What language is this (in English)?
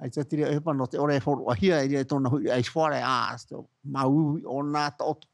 Tahitian